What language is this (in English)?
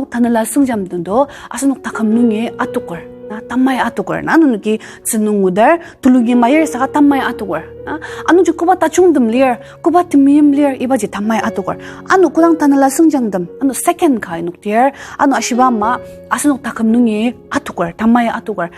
Ao Naga